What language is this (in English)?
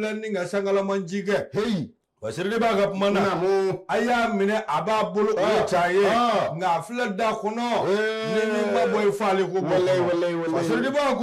Bambara